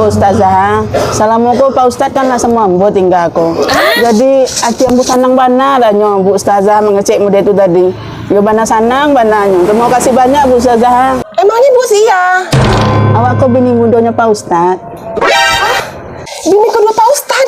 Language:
Minangkabau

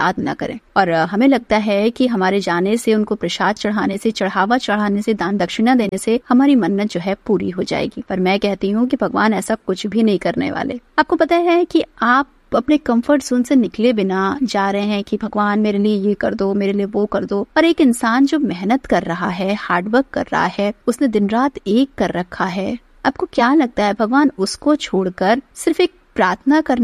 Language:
Hindi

